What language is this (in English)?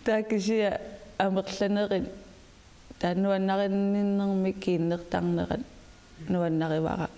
Kalaallisut